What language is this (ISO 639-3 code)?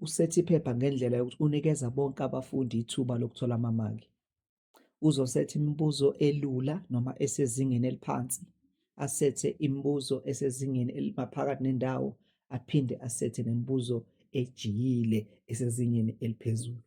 zul